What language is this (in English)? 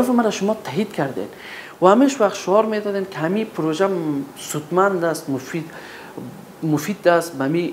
Pashto